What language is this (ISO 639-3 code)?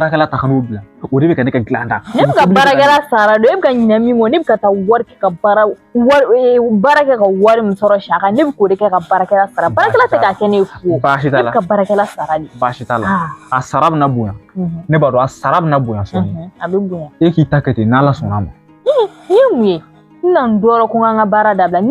bam